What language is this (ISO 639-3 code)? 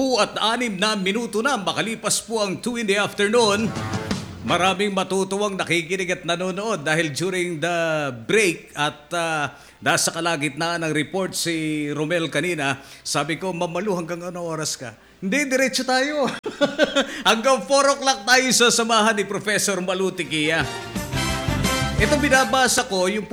fil